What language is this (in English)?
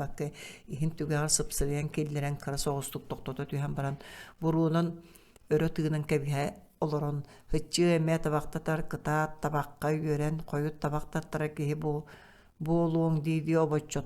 Yakut